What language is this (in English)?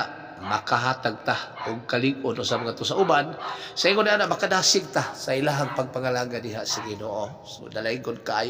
Cebuano